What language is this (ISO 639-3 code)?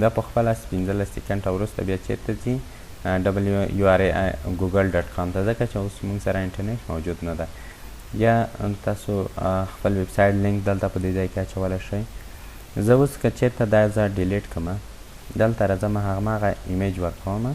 pus